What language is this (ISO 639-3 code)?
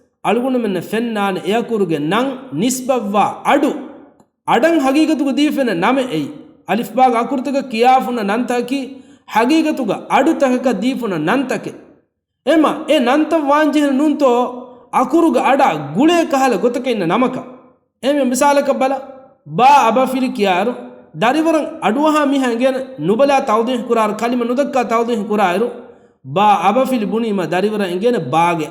div